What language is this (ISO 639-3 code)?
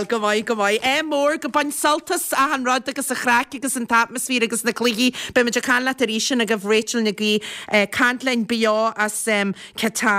gle